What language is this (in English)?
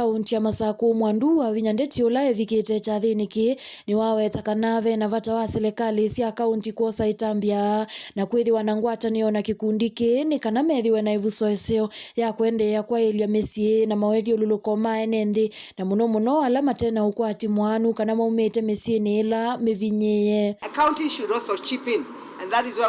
Kamba